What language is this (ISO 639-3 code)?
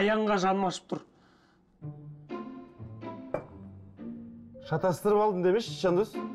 kaz